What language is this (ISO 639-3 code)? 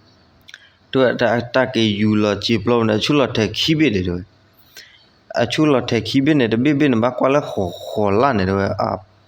ksw